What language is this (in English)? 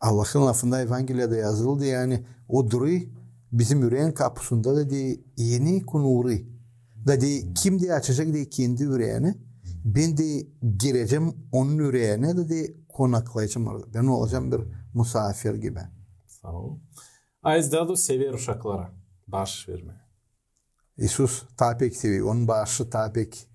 Gagauz